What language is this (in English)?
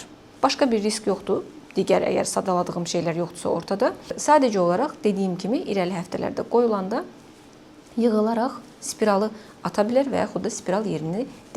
Azerbaijani